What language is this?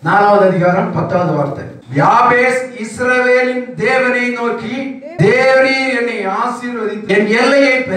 Tamil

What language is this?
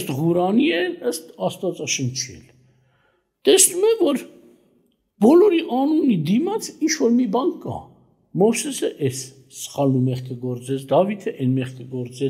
Armenian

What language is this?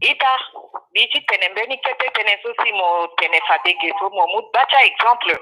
Sango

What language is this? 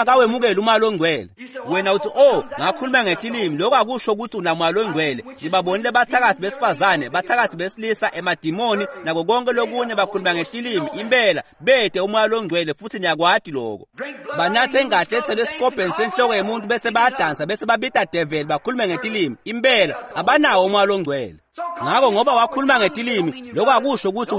Swati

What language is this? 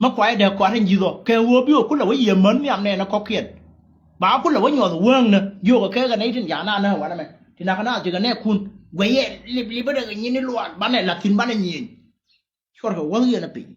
Nuer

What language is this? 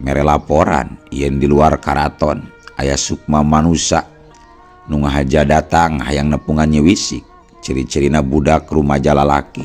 Sundanese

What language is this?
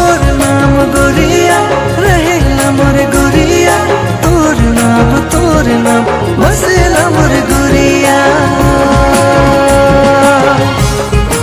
Sadri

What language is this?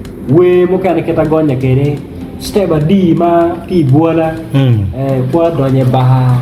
Acoli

